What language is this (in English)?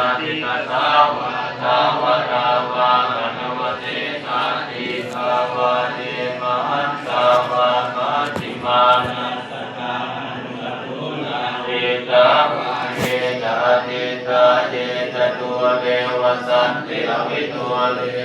Pali